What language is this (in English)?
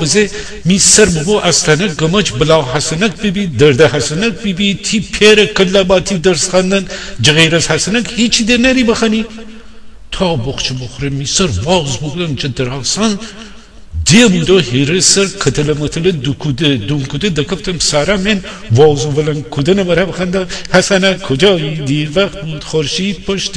Gilaki